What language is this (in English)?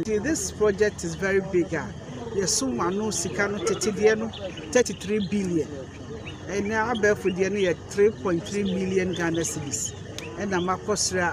Akan